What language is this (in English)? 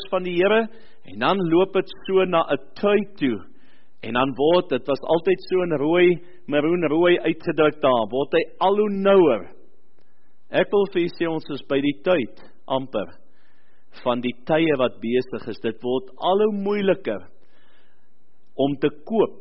Afrikaans